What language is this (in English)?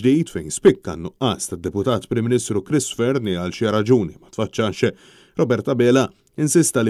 Maltese